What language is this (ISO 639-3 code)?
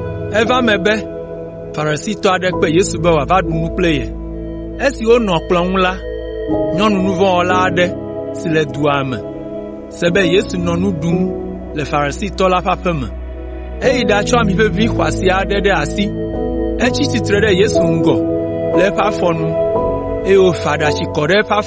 ewe